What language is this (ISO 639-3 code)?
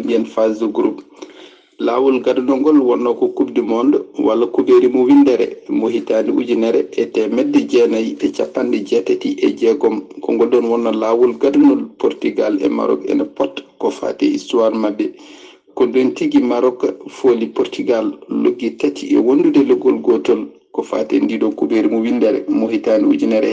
ful